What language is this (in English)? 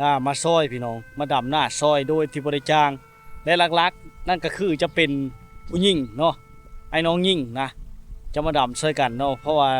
Lao